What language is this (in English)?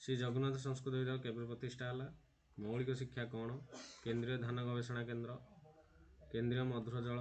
Odia